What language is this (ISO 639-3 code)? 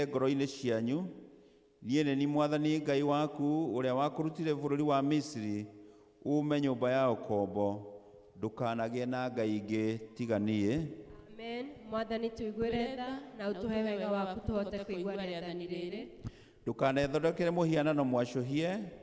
kik